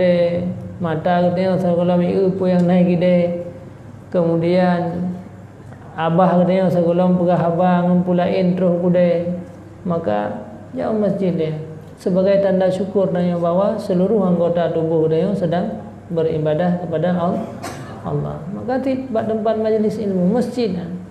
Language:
Achinese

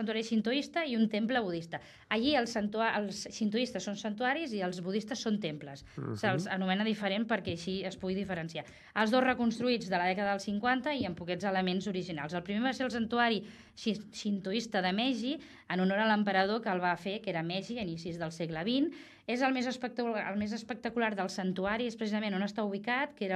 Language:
Catalan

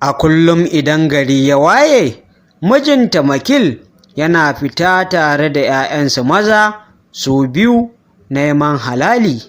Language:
Hausa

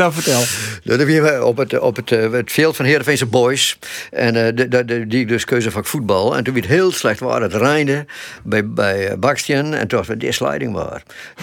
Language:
Western Frisian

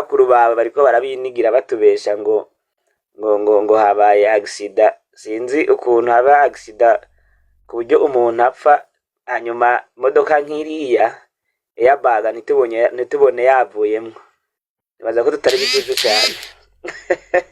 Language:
Rundi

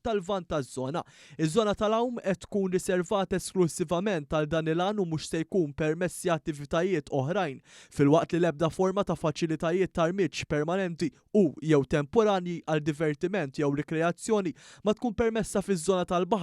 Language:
Maltese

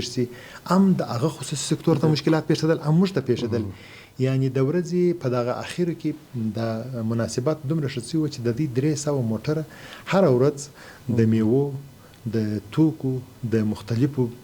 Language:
Pashto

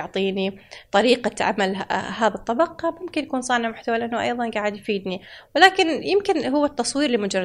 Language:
Gulf Arabic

